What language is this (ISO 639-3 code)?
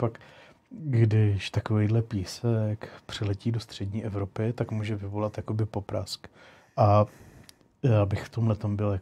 ces